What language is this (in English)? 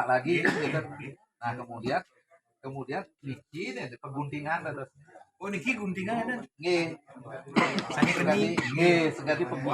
Balinese